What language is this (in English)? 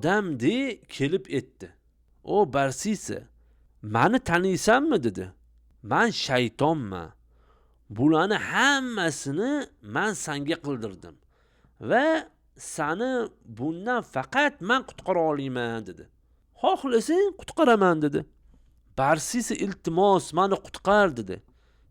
Uzbek